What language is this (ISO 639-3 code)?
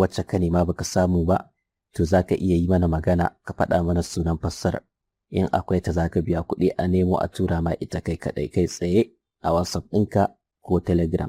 hau